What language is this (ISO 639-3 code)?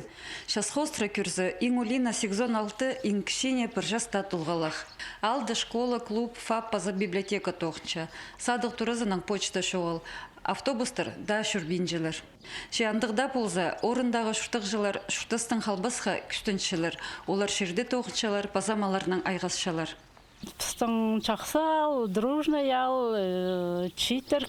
kjh